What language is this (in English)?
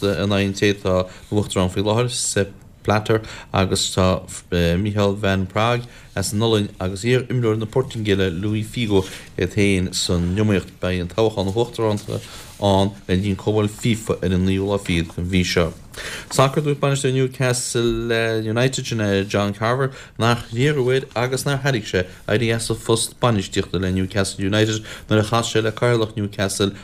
Irish